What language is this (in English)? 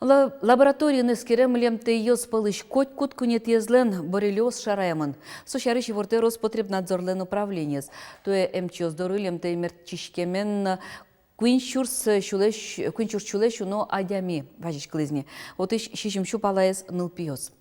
Udmurt